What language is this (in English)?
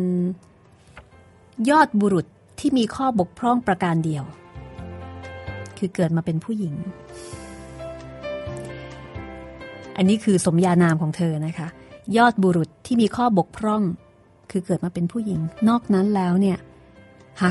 Thai